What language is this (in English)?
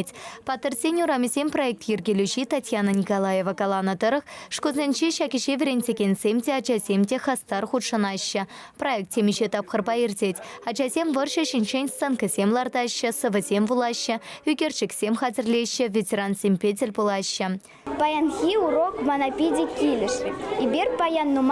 Chuvash